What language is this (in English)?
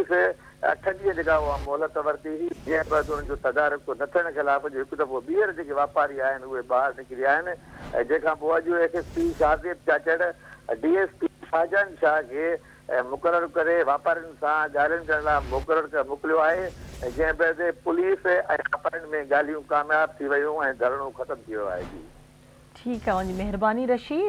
Sindhi